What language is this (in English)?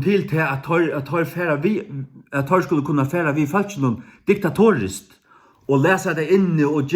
Faroese